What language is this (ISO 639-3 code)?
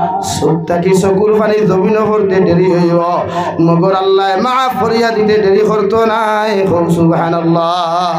syl